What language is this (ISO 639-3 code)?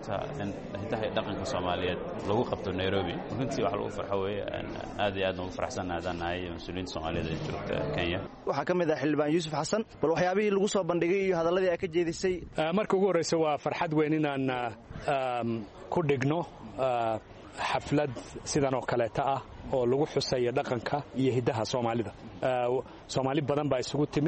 som